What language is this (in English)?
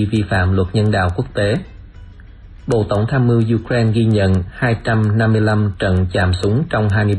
Vietnamese